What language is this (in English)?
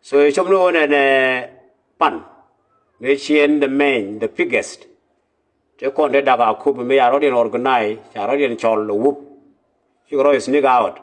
Nuer